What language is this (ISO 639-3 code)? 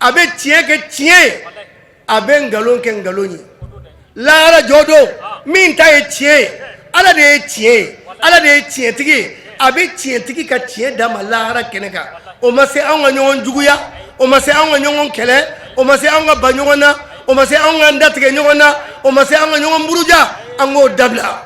bam